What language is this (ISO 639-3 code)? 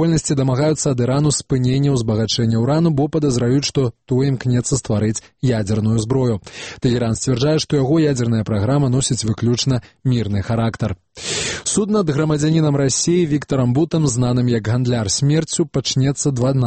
bel